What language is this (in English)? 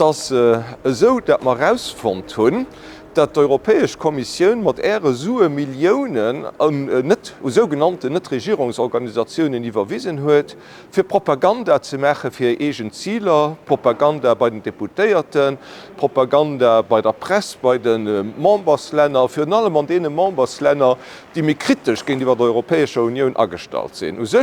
Luxembourgish